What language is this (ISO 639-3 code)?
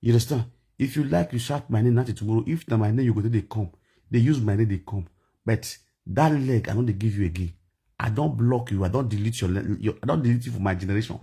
pcm